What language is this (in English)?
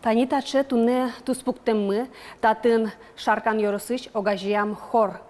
Udmurt